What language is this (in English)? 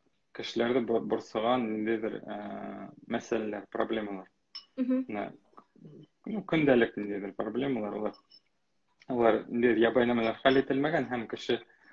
Bashkir